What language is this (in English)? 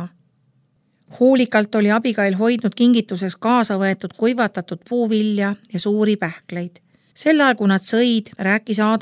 Estonian